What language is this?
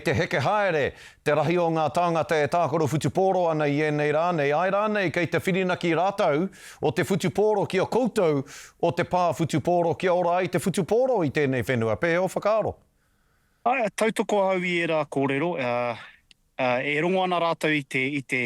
Māori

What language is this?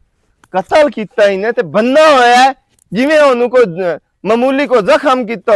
Western Panjabi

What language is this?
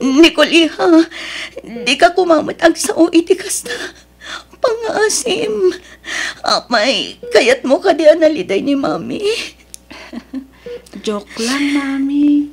Iloko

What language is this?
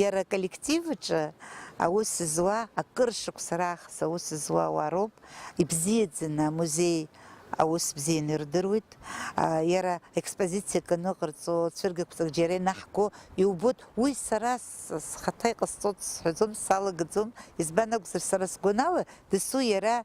Abkhazian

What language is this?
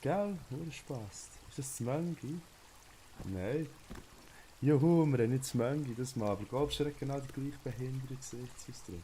Swiss German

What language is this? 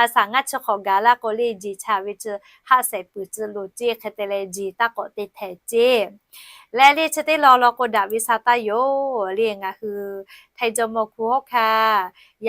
Lahu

